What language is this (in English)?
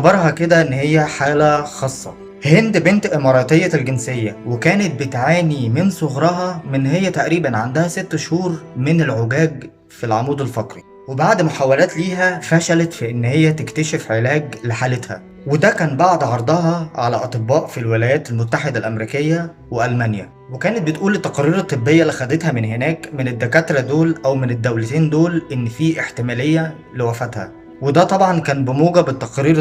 Egyptian Arabic